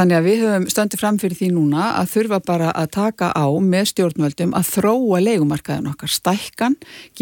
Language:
Icelandic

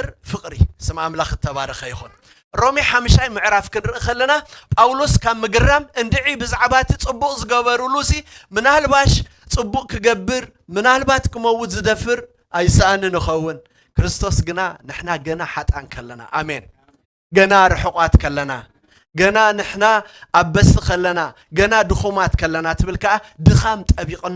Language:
Tigrinya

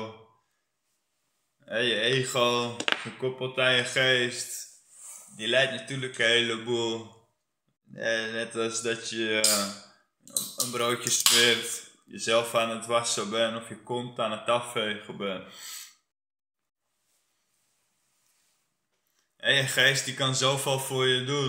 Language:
Dutch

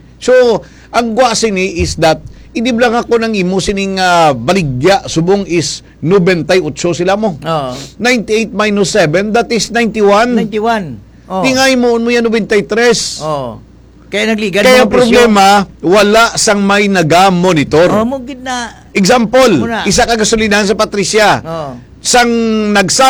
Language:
Hiligaynon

